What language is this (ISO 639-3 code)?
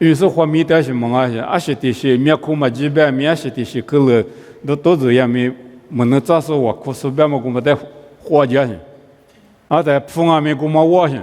lis